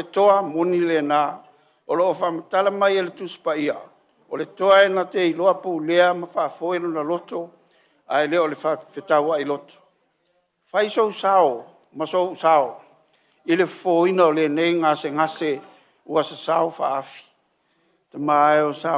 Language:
Samoan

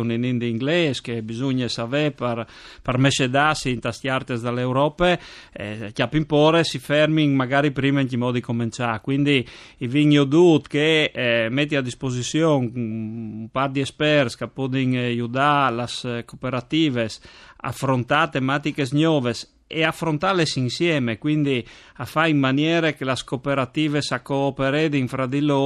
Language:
Friulian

